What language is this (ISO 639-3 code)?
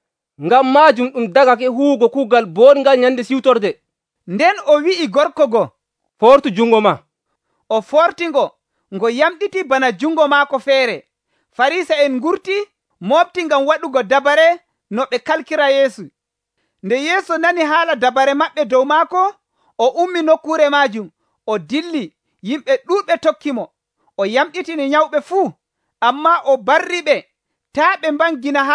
fuv